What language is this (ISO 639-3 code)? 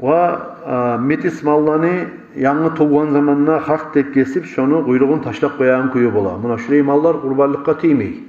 kum